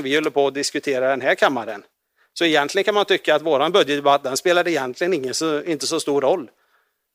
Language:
Swedish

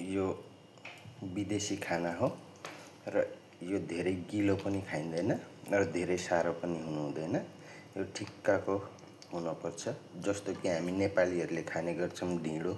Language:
Nepali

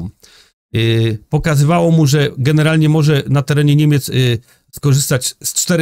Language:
Polish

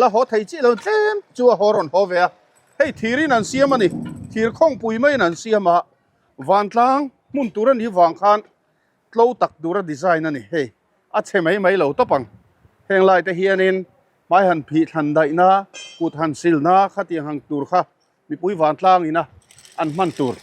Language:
Mizo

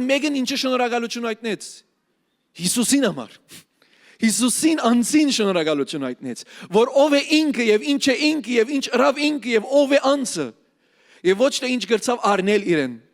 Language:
Western Armenian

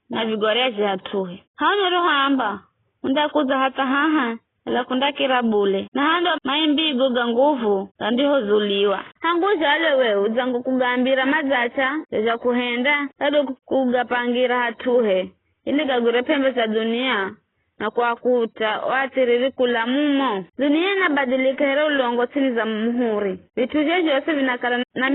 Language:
Giryama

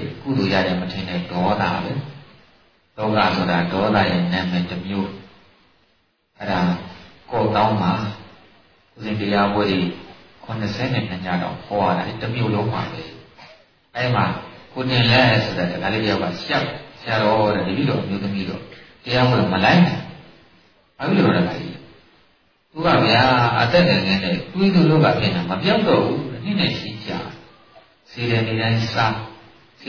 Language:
Burmese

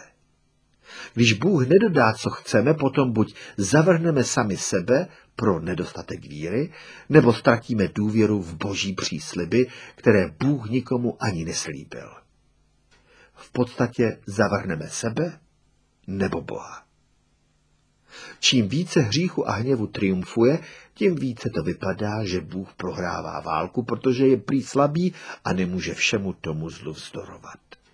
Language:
Czech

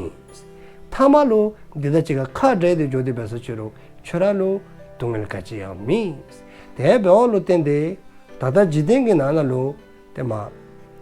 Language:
Dzongkha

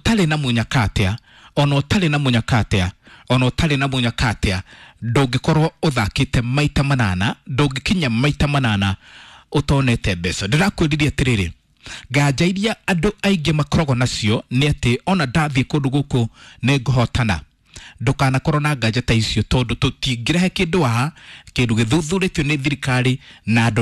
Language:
Kikuyu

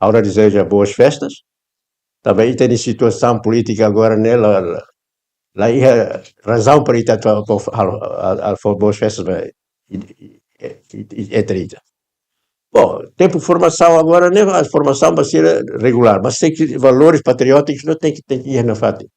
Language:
Tetum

